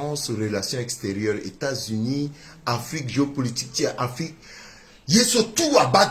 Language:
Sango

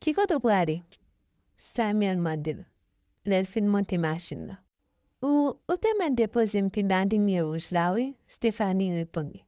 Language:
Haitian Creole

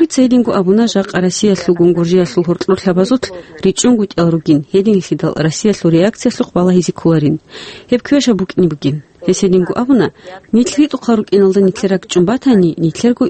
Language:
Avaric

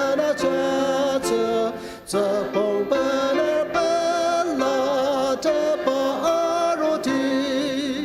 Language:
Ao Naga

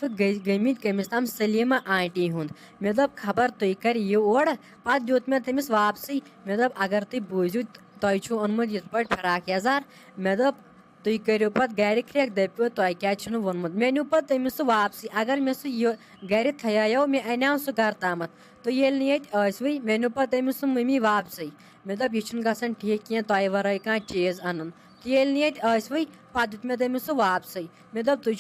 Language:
Kashmiri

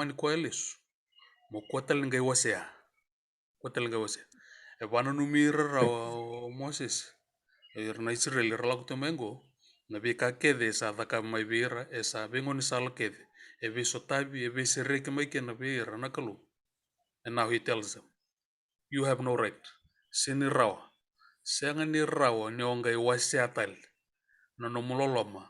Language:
Fijian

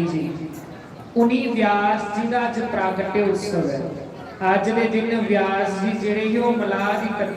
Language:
Dogri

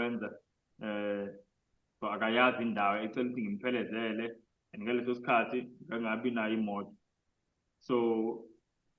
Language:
Zulu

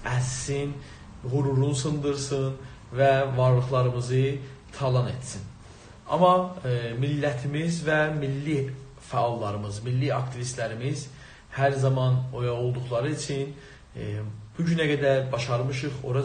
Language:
South Azerbaijani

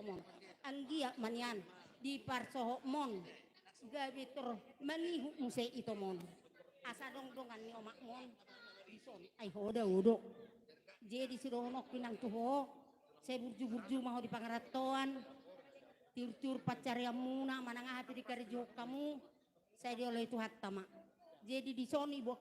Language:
Batak Toba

